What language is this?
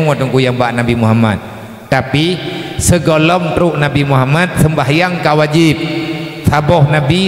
Achinese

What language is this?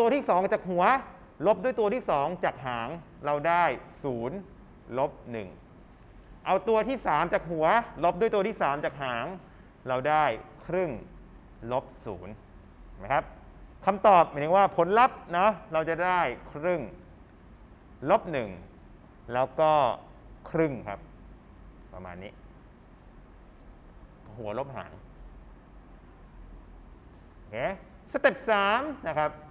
Thai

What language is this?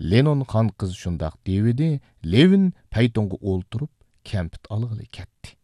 Uyghur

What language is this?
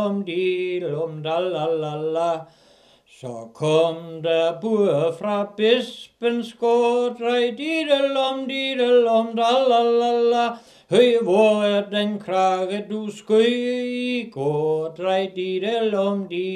Danish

